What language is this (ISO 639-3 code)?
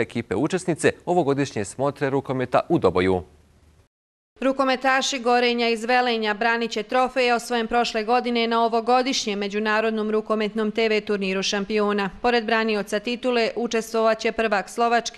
bos